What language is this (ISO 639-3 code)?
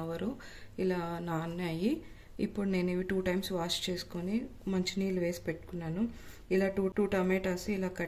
tel